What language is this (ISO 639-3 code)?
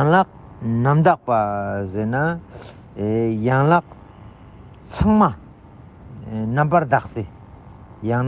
lbj